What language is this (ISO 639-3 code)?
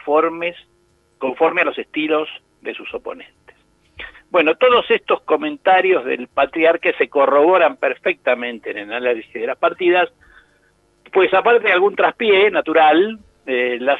spa